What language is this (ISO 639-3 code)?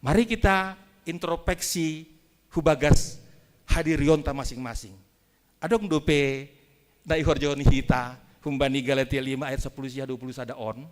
bts